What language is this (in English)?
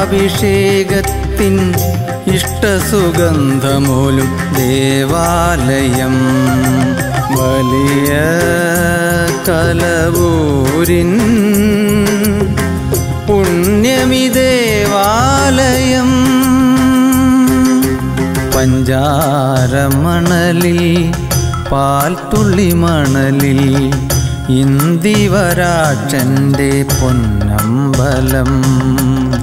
Malayalam